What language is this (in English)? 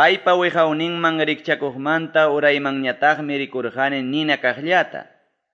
Ayacucho Quechua